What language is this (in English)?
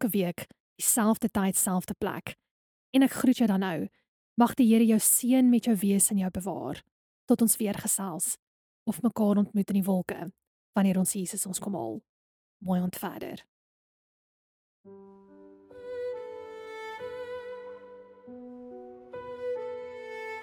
Afrikaans